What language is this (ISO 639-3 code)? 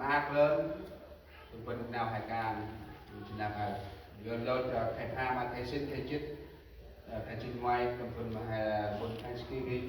cmo